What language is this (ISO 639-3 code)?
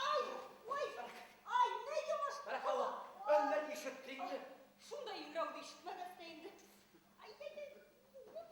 bak